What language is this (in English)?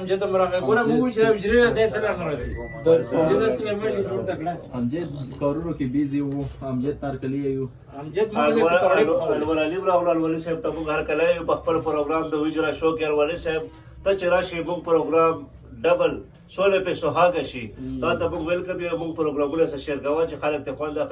Pashto